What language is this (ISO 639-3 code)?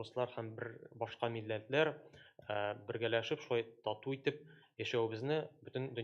tat